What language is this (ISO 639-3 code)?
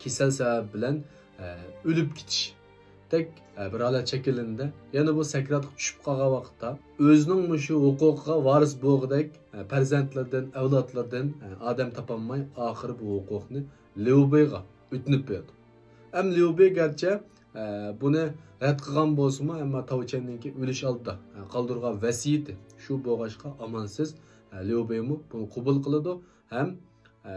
uig